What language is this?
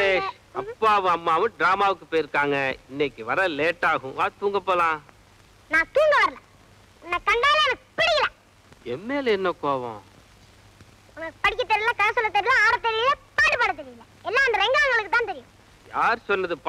Tamil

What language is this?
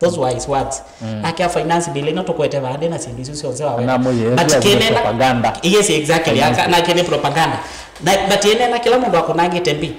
Kamba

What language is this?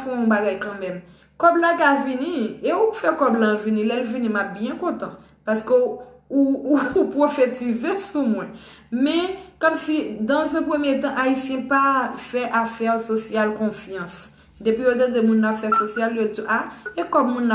Haitian Creole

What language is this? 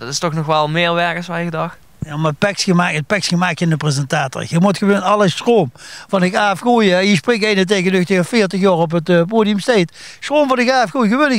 Limburgish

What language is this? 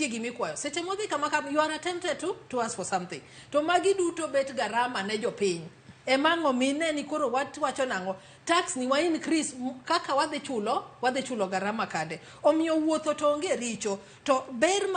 Luo (Kenya and Tanzania)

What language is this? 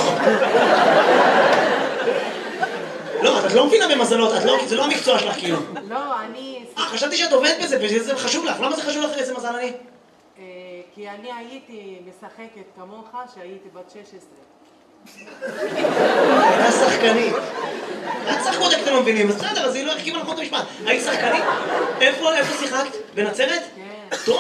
Hebrew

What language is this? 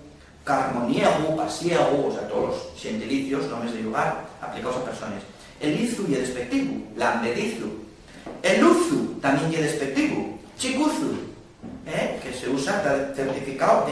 Asturian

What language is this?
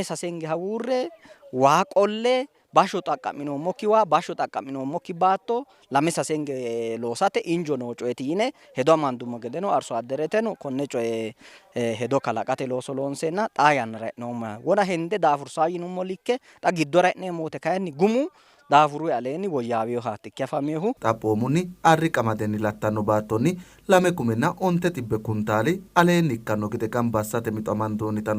Sidamo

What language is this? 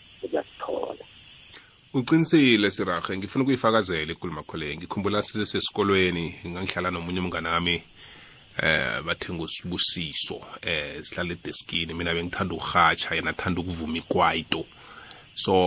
South Ndebele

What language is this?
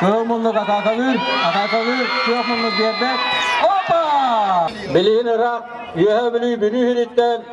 Yakut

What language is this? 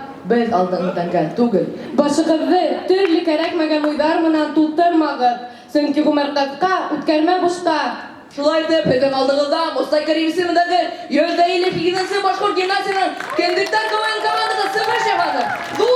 Bashkir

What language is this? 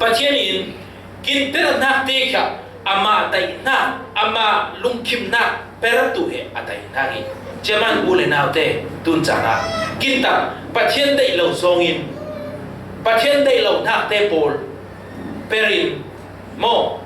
Falam Chin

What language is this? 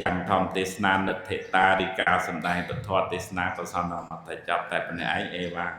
Khmer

